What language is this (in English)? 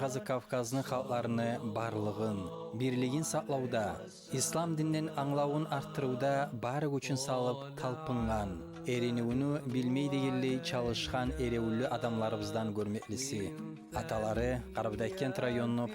Kumyk